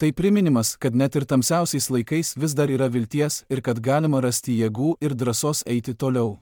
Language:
Lithuanian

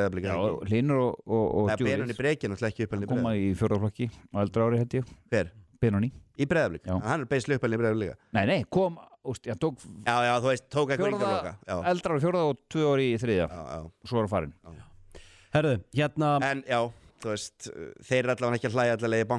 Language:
Icelandic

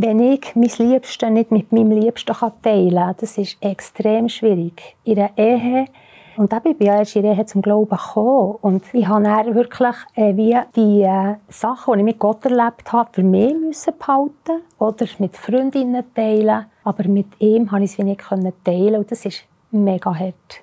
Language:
Swiss German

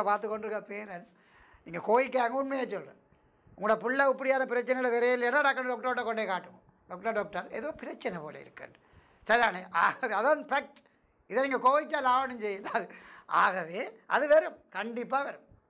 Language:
Tamil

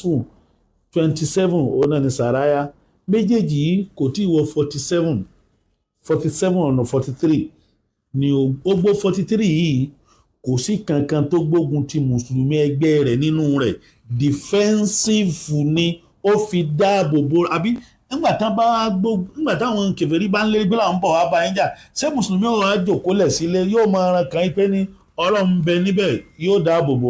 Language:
Yoruba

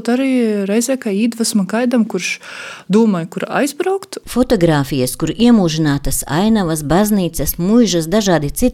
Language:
Latvian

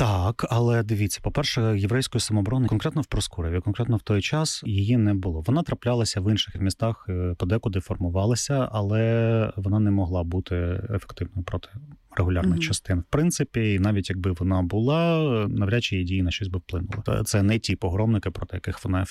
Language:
Ukrainian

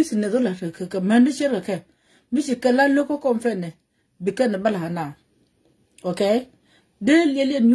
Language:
Nuer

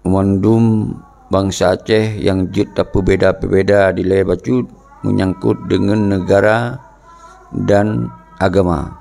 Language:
Achinese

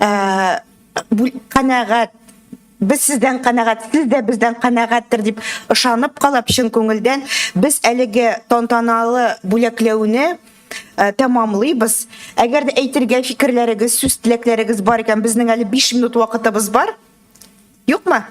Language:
Tatar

